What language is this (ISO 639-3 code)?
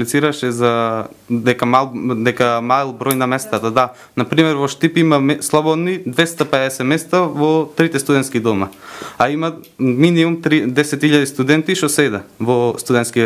mkd